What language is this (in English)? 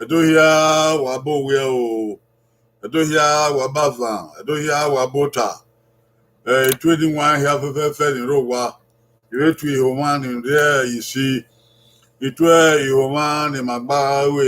Bini